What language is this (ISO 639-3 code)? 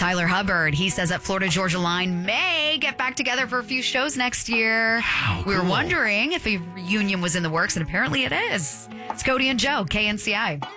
eng